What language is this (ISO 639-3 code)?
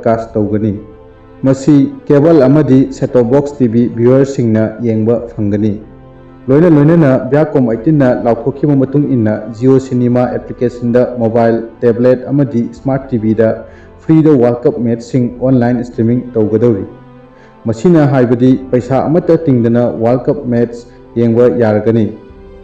mni